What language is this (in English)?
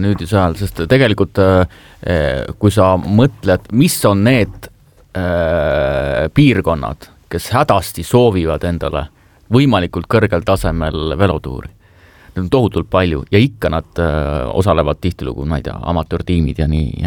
Estonian